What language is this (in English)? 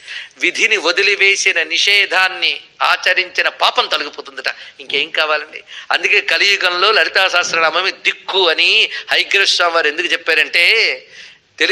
Telugu